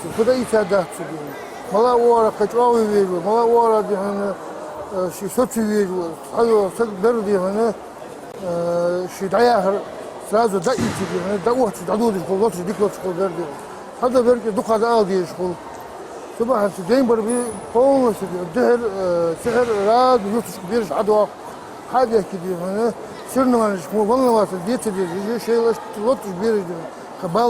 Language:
Ingush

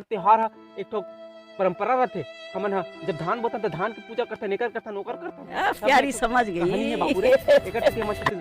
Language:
Chhattisgarhi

